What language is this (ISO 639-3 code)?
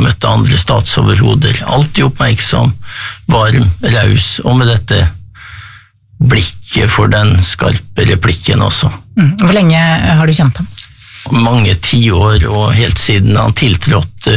nor